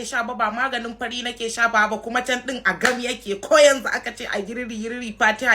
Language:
Hausa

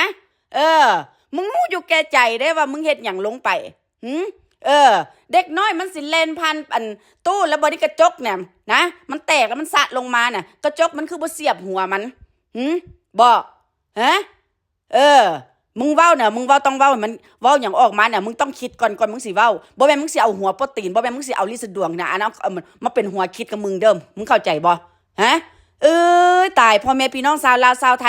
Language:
Northeastern Thai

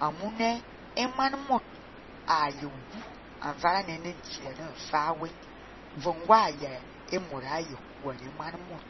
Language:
Fang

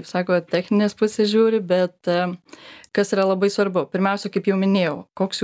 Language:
Lithuanian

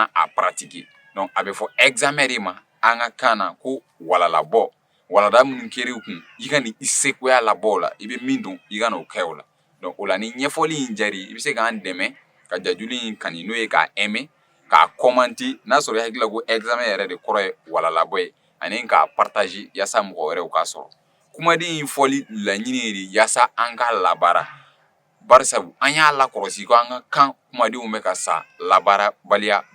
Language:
Bambara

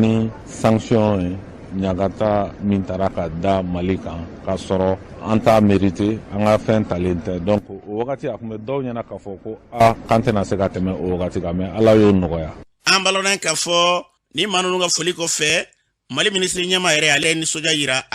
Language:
Bambara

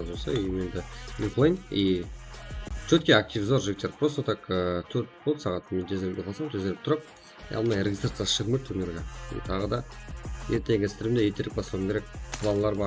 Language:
Kara-Kalpak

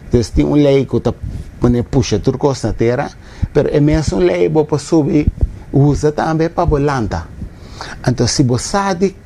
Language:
Papiamento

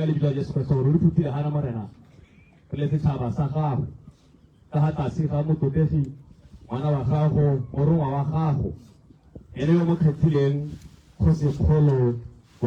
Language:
Tswana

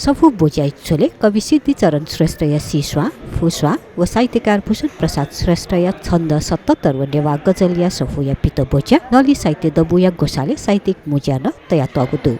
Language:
Newari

